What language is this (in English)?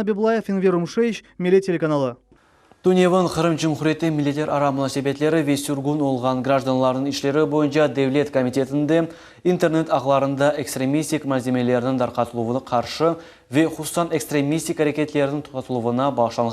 Crimean Tatar